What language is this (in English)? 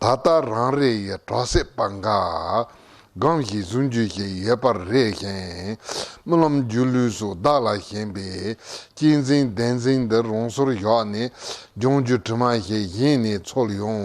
Tibetan